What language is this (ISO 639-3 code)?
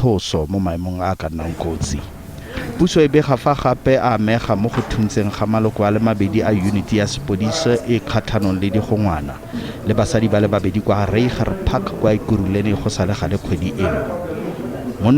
tsn